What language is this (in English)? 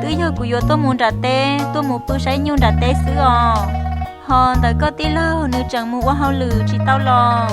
Hmong